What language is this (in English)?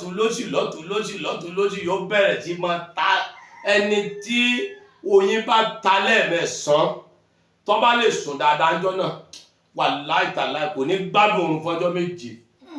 Yoruba